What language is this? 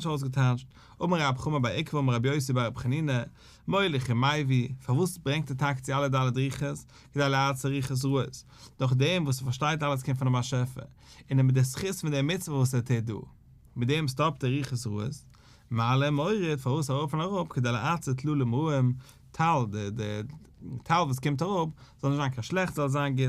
Yiddish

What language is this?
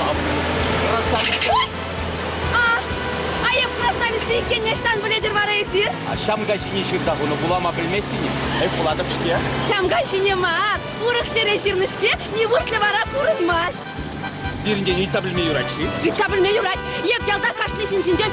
Chuvash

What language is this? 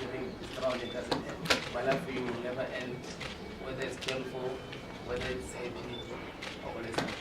Tswana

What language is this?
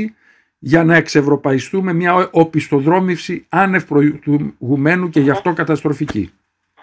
Greek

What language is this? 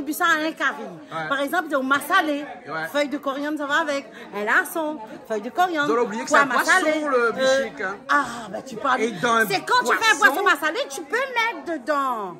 Réunion Creole French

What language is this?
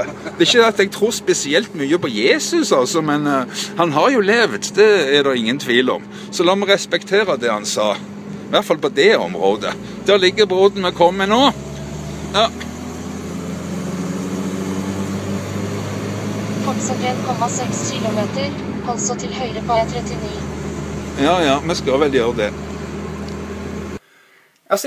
Norwegian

